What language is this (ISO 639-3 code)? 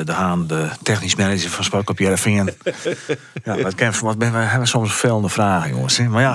fry